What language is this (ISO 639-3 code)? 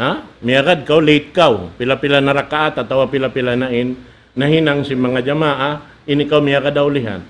tsg